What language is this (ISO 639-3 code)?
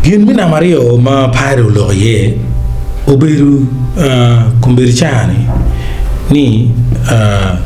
ach